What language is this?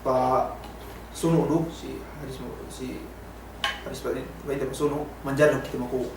Yakan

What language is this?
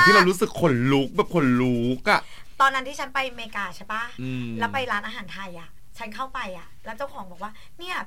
Thai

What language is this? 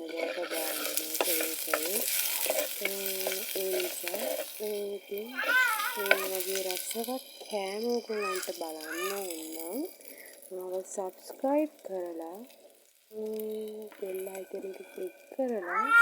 Sinhala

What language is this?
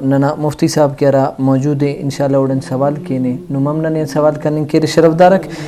Brahui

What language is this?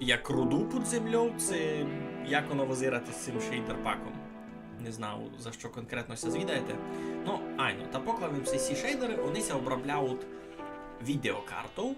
Rusyn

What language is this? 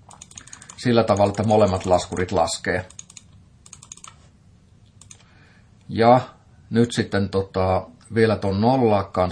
Finnish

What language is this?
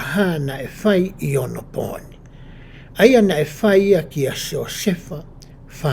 Tongan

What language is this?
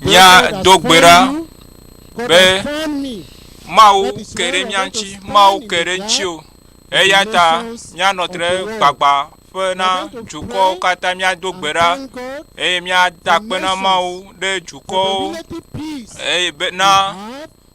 Ewe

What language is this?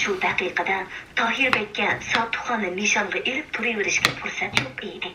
Uyghur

